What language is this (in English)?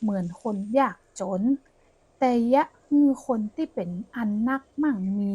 Northern Thai